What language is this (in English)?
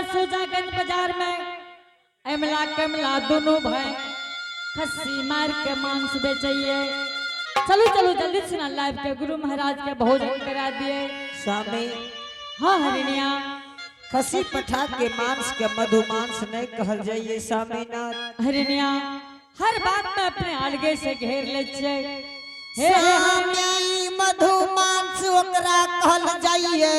Angika